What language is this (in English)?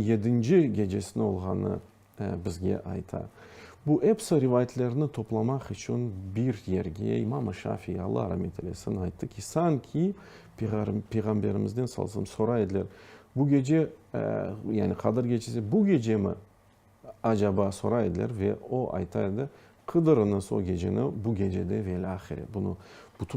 Crimean Tatar